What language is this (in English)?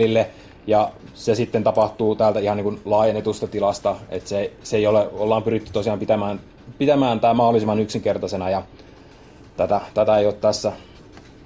Finnish